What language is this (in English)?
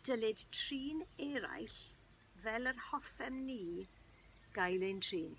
Welsh